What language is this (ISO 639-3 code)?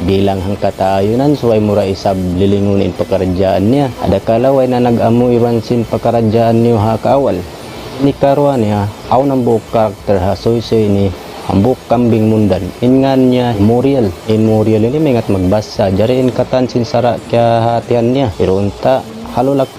tsg